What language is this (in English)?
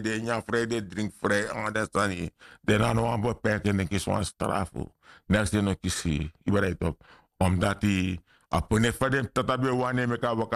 Sranan Tongo